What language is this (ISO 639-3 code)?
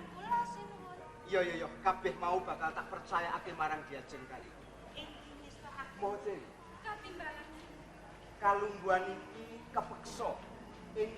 jav